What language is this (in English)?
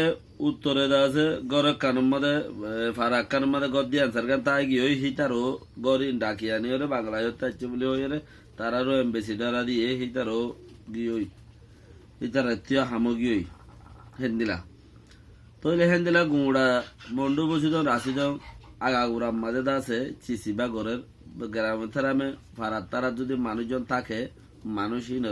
Rohingya